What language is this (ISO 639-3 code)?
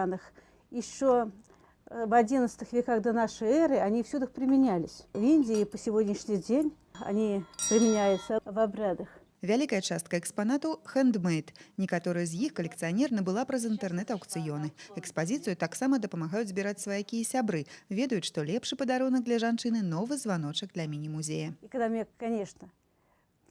bel